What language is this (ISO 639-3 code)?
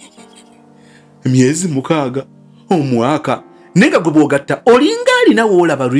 lug